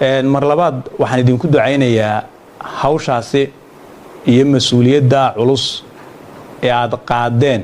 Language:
Somali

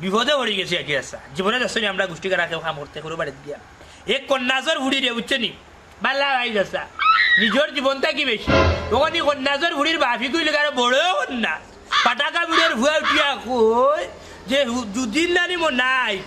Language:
Sylheti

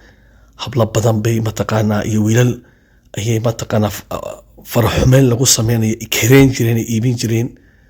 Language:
Somali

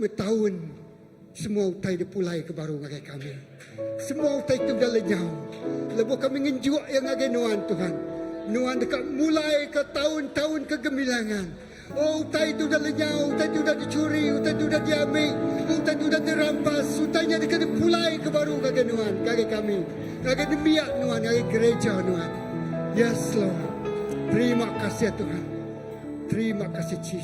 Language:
Iban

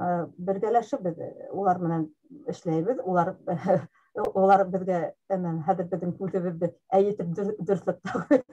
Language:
Bashkir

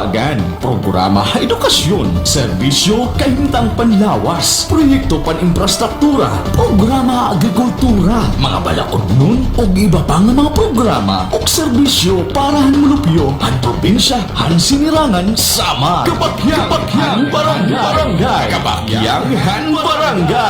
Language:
Waray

